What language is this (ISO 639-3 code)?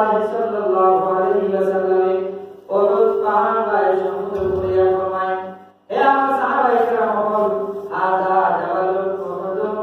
syl